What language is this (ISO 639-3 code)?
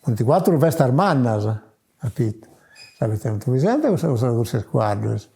srd